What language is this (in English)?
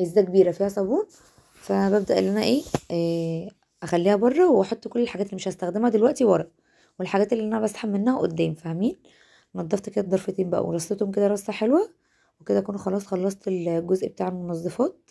Egyptian Arabic